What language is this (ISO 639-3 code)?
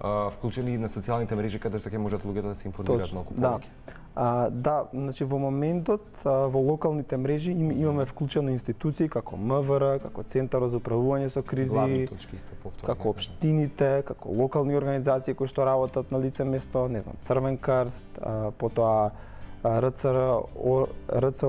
mkd